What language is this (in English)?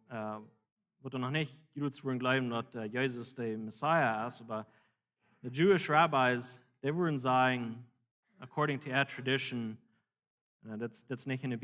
Plautdietsch